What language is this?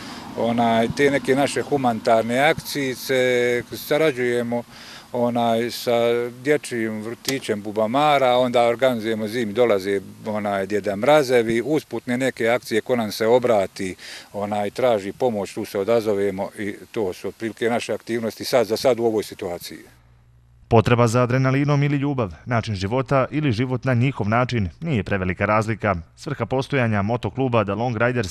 Bosnian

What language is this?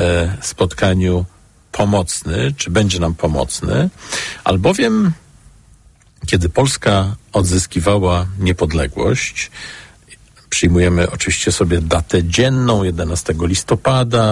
Polish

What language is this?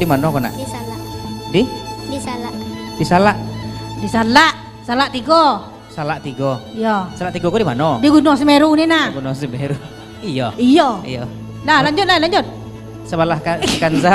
Minangkabau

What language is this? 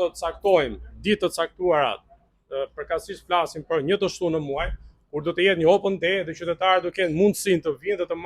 Albanian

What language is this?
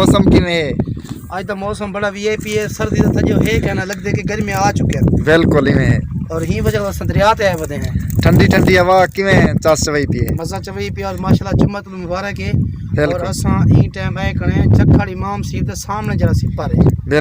Saraiki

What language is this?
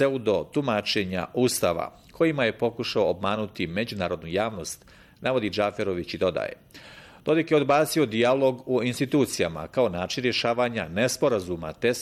Bosnian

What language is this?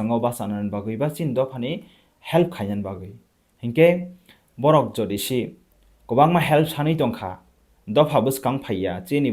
Kok Borok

